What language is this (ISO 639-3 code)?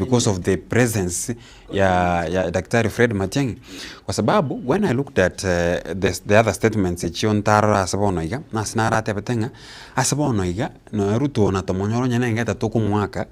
guz